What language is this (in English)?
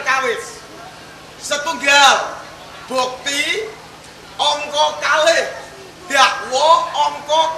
Javanese